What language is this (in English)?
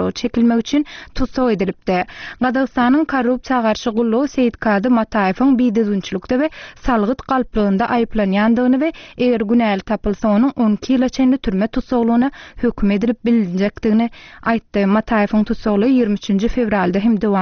Turkmen